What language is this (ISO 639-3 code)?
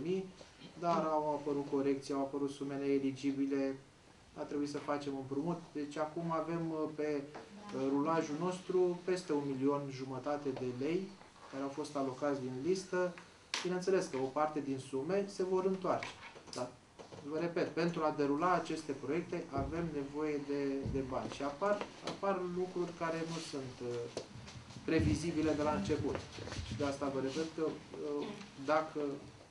ron